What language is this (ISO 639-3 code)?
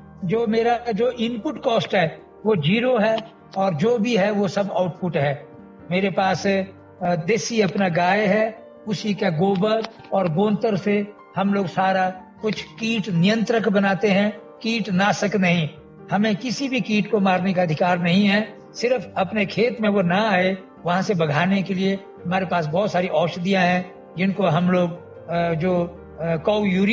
hin